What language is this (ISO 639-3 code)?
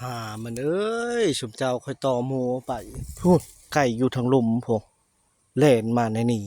lao